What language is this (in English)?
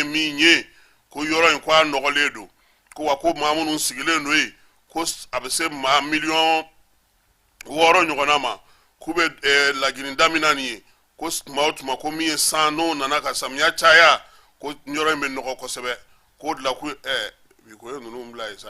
Bambara